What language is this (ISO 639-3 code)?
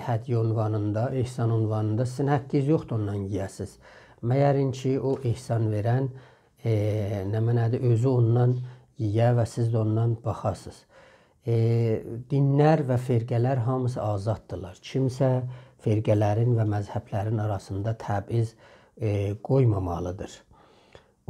azb